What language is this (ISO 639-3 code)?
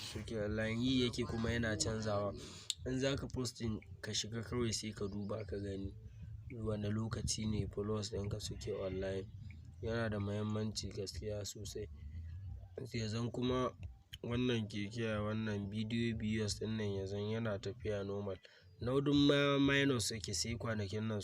hau